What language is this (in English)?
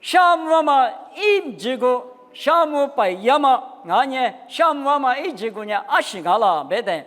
Lisu